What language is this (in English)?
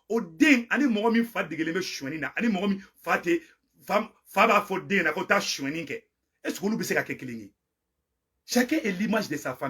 Bambara